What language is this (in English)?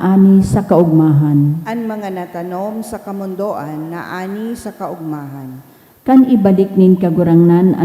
Bikol